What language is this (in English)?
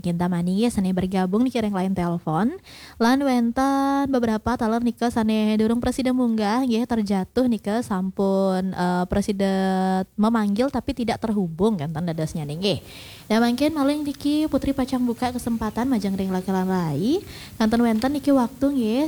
Balinese